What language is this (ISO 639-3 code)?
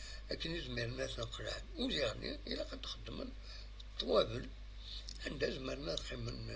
kab